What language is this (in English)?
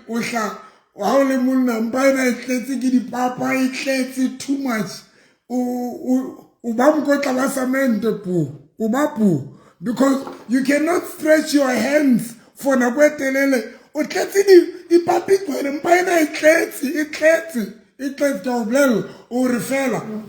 Southern Sotho